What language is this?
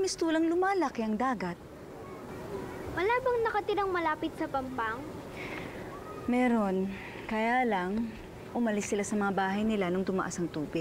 Filipino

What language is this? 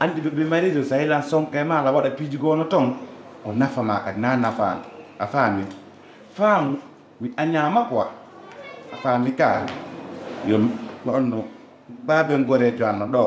Fula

